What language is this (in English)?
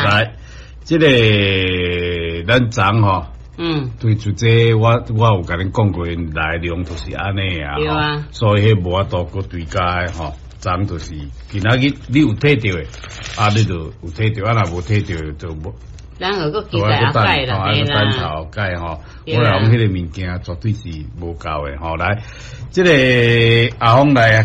Min Nan Chinese